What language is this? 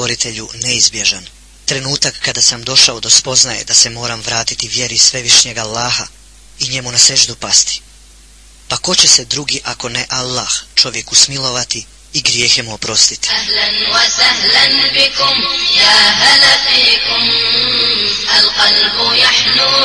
Bosnian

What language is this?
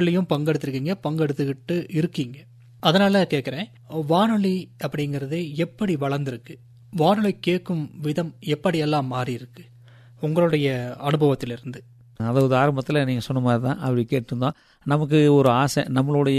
Tamil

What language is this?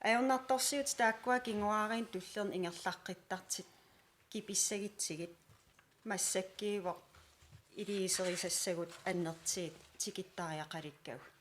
Kalaallisut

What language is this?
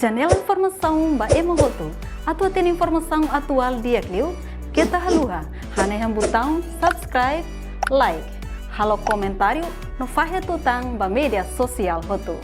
Tetum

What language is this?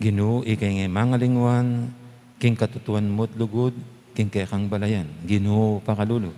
Pampanga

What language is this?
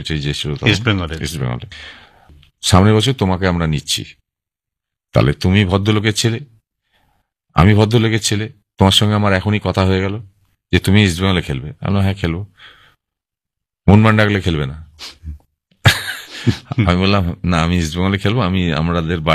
Bangla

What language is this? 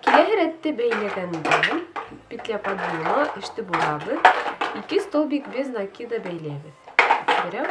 Bashkir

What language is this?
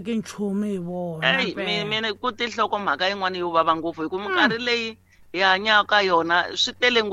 Tsonga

